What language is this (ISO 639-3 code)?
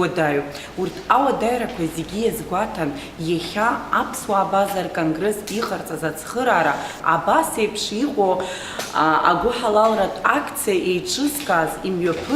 abk